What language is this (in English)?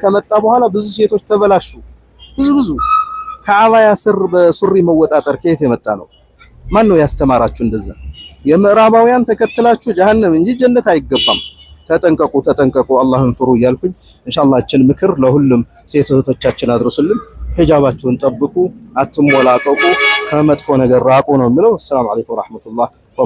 Amharic